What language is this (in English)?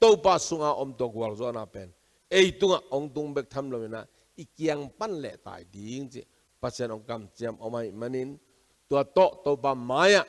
Tedim Chin